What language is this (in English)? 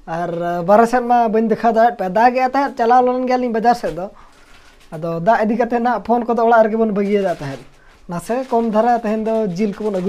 Santali